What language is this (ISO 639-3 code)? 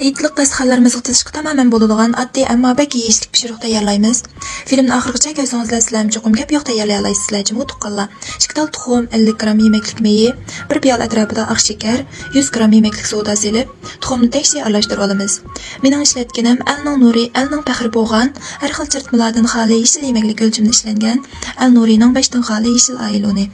uig